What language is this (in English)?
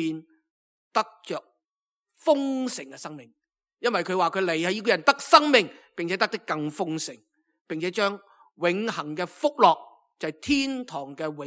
Cantonese